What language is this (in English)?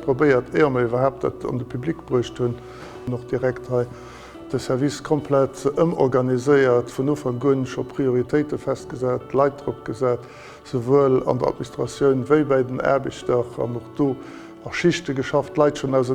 Luxembourgish